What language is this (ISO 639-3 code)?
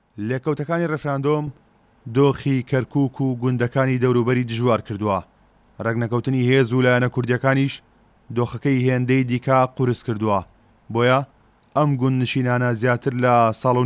ckb